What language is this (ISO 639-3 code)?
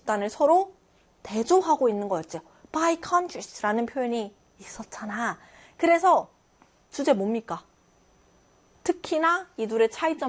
kor